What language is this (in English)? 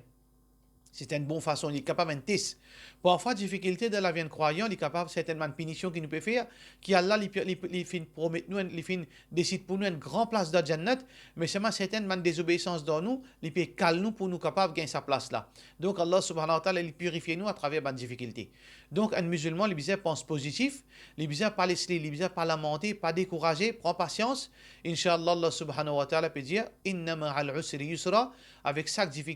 Morisyen